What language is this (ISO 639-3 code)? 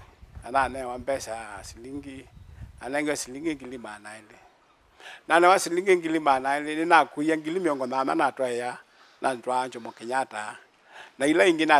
kam